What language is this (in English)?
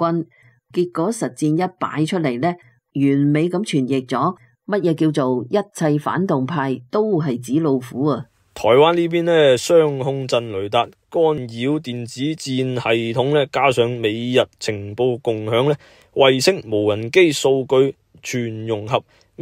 Cantonese